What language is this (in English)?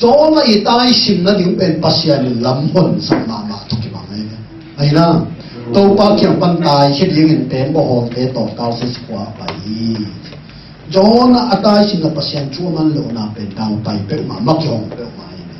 Tedim Chin